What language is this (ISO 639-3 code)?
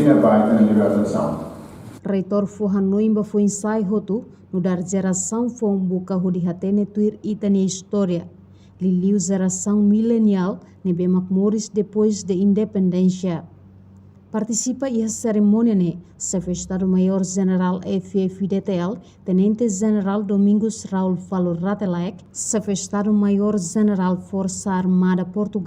tet